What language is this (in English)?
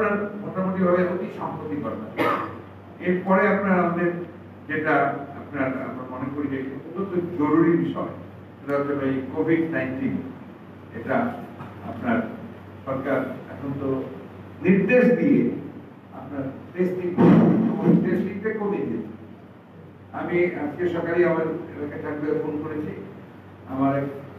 Bangla